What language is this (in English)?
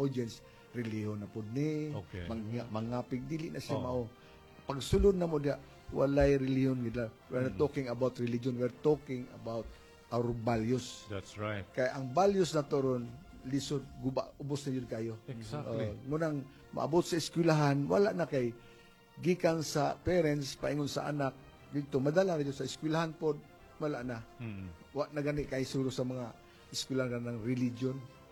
Cebuano